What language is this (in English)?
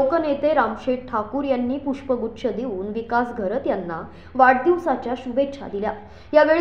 Marathi